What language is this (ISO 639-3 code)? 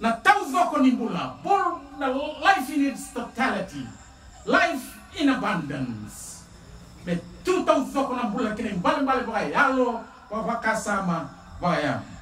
fij